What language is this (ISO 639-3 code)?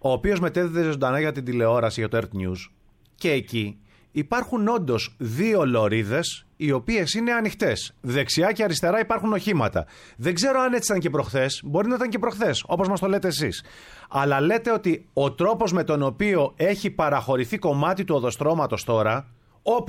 ell